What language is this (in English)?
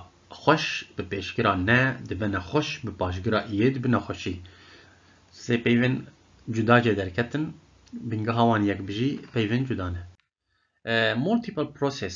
Kurdish